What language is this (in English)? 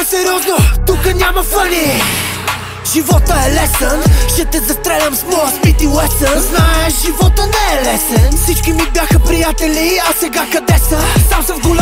Bulgarian